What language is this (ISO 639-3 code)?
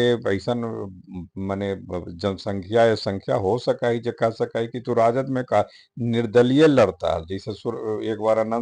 mag